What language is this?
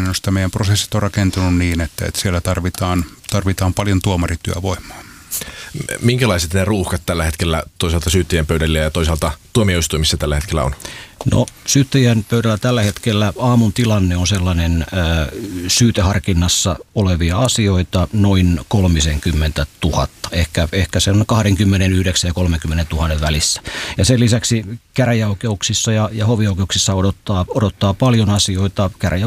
Finnish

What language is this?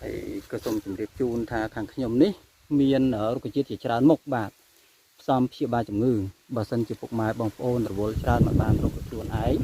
Khmer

